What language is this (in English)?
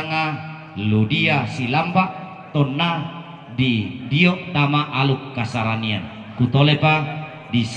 Toraja-Sa'dan